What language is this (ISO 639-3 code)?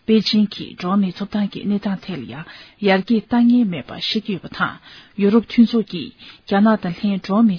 bod